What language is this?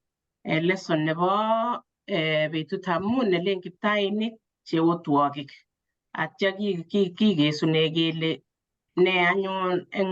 Kalenjin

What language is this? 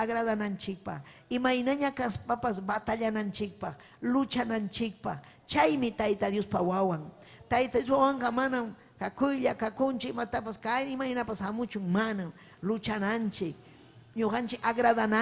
Ayacucho Quechua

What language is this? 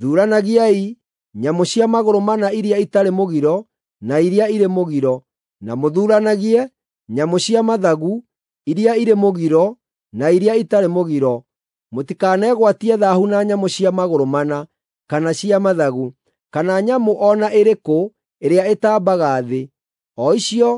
Kikuyu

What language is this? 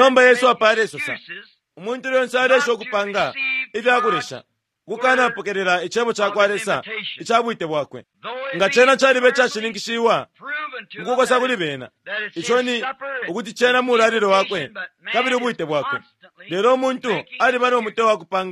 Bemba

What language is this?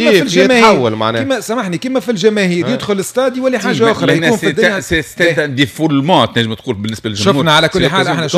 Tunisian Arabic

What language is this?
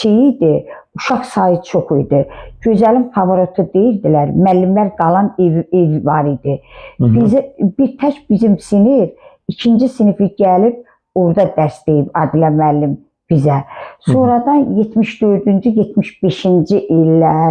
Azerbaijani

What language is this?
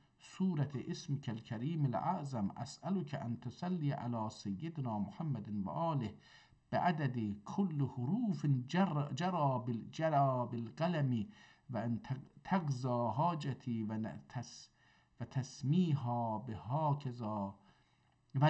South Azerbaijani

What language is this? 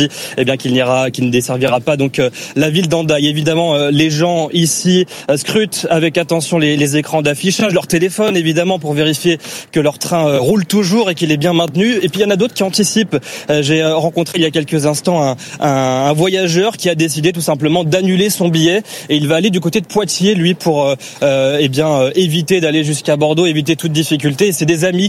French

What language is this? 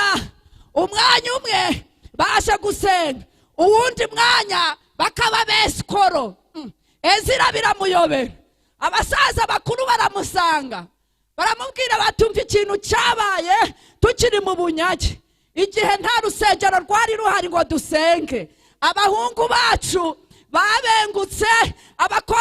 Kinyarwanda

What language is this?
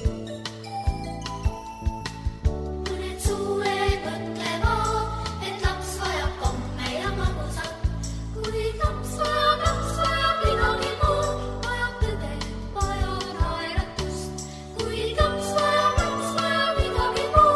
Estonian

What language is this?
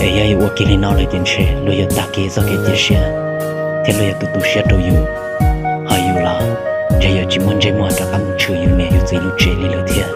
Hmong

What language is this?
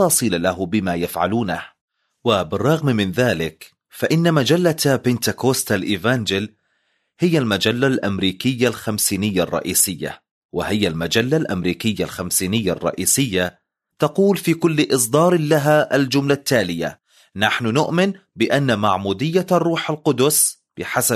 Arabic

